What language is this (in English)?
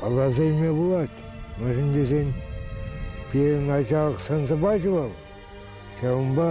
Chuvash